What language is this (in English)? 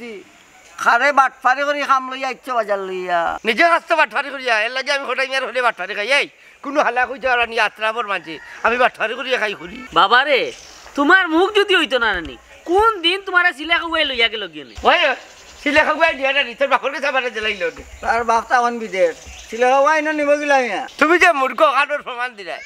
Sylheti